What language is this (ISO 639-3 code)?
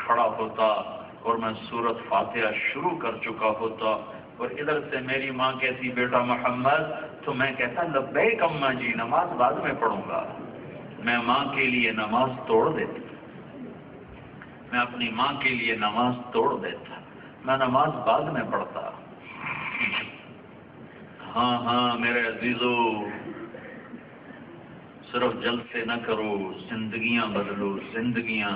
urd